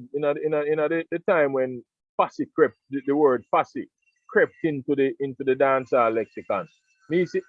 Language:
Jamaican Creole English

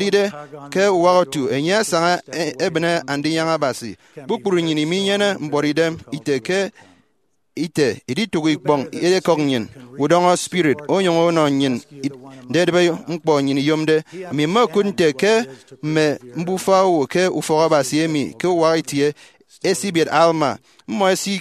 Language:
Efik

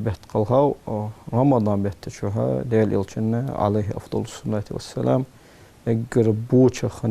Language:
Ingush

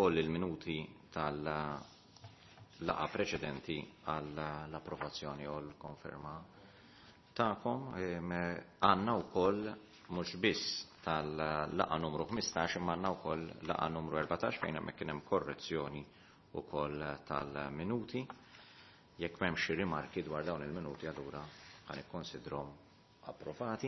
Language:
Maltese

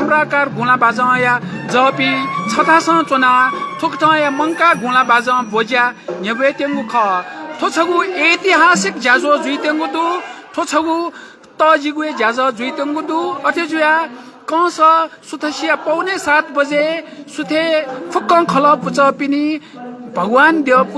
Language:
Newari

